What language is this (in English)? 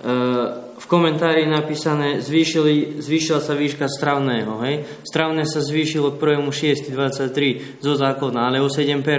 Slovak